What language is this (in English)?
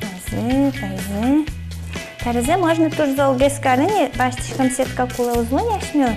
Udmurt